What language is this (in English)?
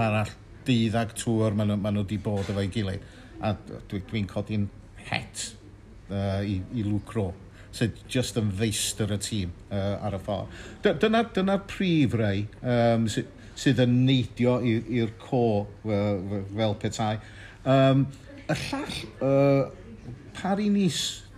Welsh